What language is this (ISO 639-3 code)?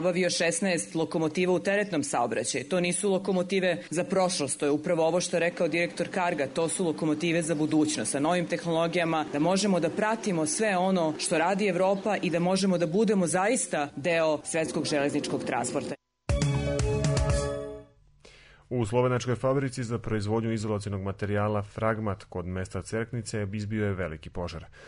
srp